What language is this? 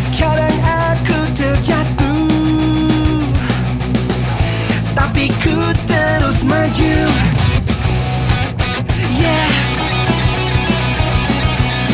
Indonesian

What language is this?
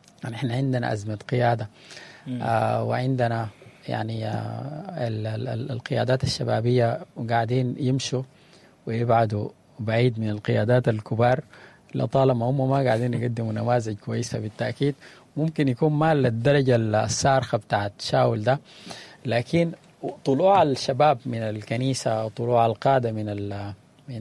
Sudanese Arabic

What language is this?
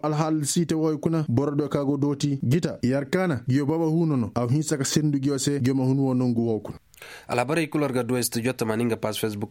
Koyraboro Senni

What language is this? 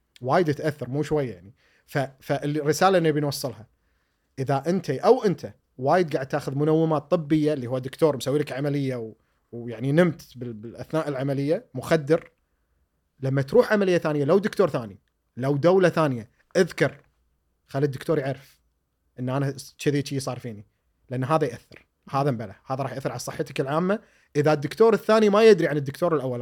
Gulf Arabic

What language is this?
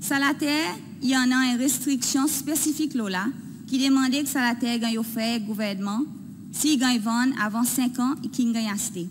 Seselwa Creole French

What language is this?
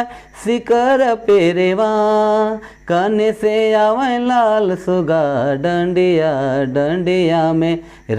Sadri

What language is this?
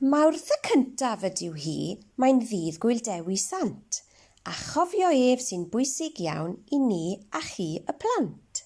Welsh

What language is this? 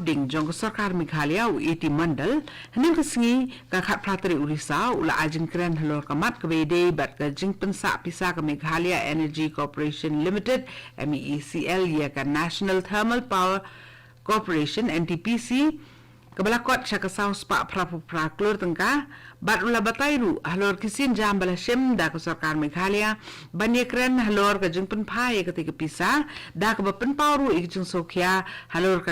Khasi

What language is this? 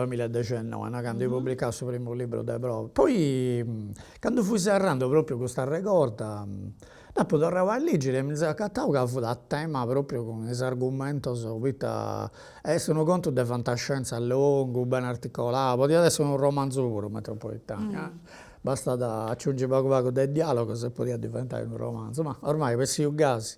Sardinian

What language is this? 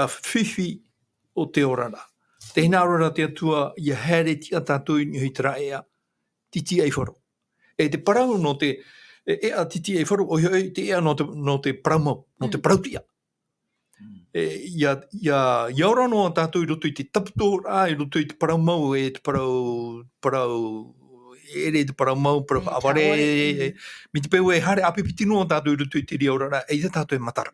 Tahitian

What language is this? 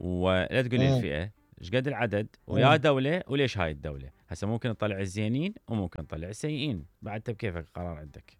Mesopotamian Arabic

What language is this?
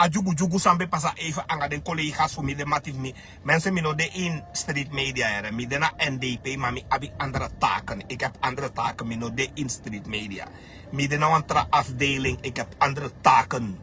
Sranan Tongo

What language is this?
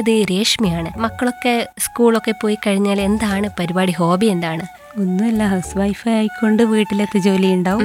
Malayalam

